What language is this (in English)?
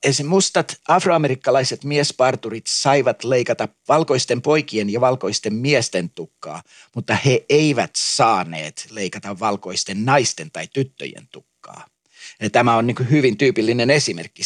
Finnish